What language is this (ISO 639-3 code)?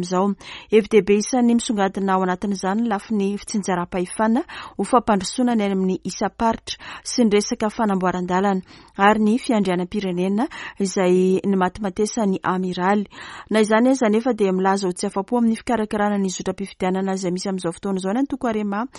mlg